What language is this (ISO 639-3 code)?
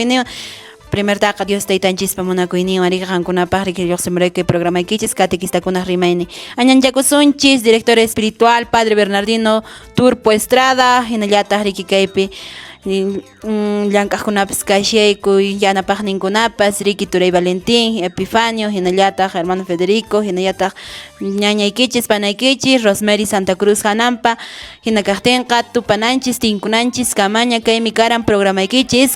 que